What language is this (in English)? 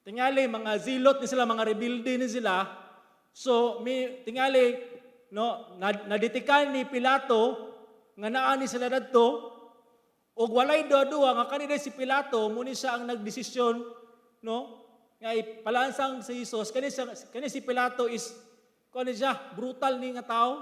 Cebuano